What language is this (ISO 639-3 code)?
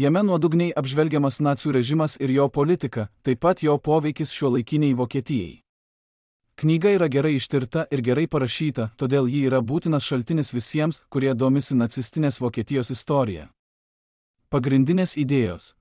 lit